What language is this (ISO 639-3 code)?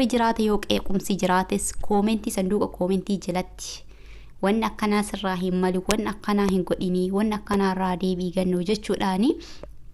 orm